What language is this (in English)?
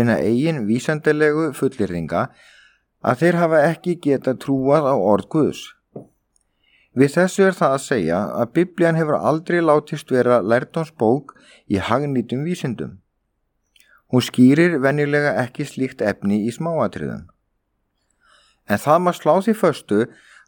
Icelandic